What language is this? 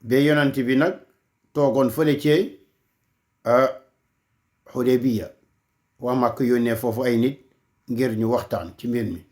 Wolof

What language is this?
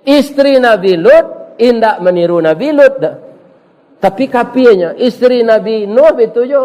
Minangkabau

